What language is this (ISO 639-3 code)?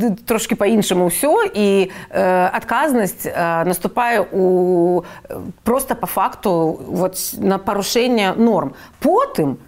bel